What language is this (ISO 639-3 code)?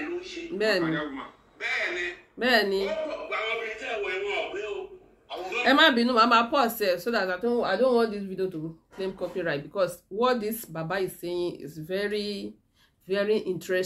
yor